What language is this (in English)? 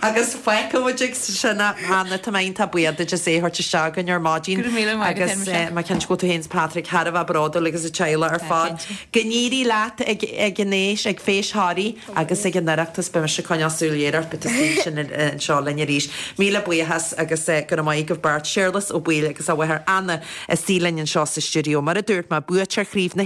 Irish